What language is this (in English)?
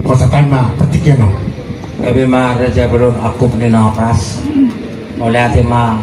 Batak Toba